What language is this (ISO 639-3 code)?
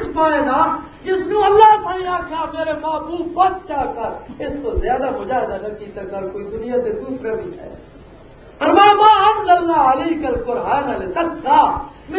lah